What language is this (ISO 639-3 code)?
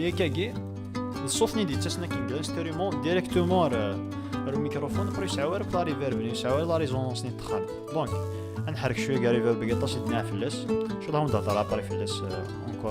kab